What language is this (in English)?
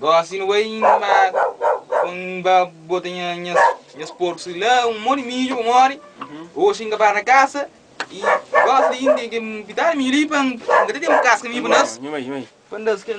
Kabuverdianu